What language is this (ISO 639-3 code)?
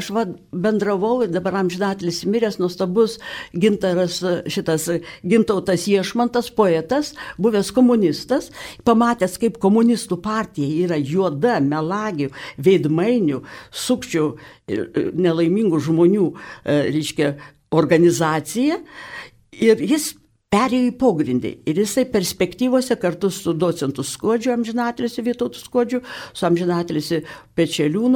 lit